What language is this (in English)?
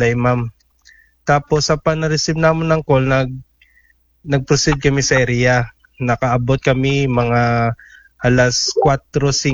Aklanon